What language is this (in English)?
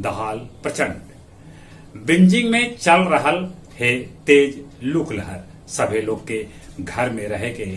Magahi